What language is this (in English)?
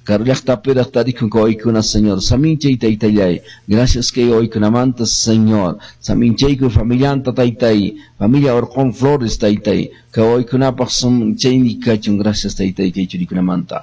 Quechua